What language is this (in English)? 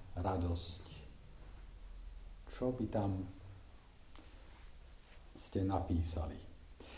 Slovak